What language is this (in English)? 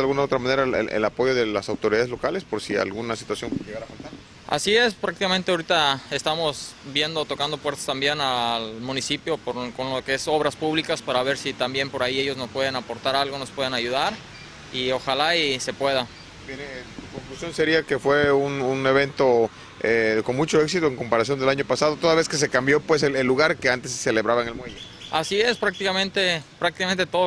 Spanish